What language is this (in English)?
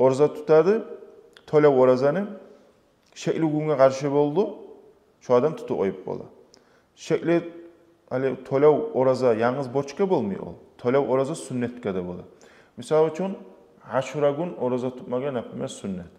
Kumyk